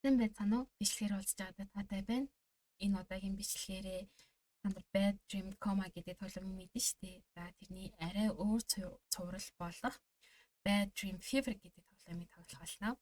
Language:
Mongolian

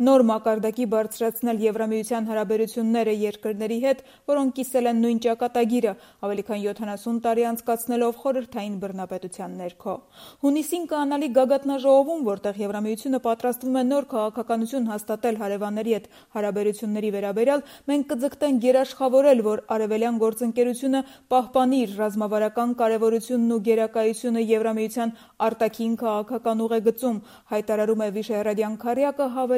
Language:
Armenian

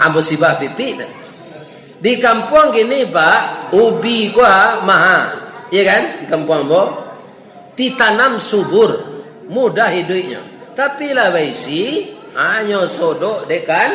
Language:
Minangkabau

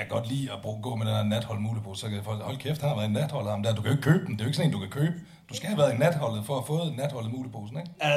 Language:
Danish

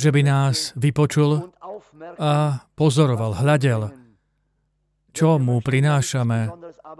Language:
Slovak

